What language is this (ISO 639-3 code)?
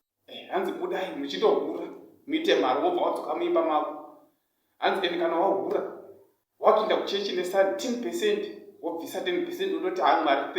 sna